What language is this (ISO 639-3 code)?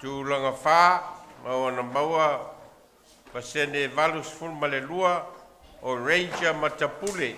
smo